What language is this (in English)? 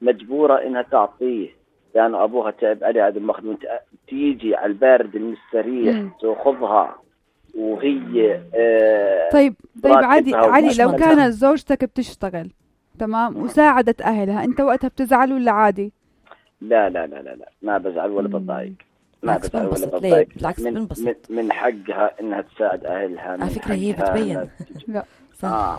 North Levantine Arabic